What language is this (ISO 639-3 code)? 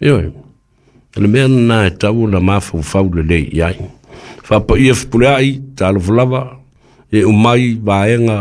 smo